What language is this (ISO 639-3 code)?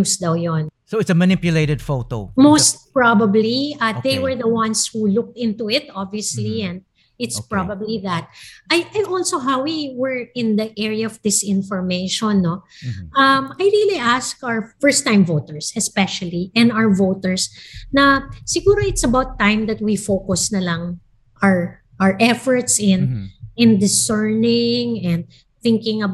fil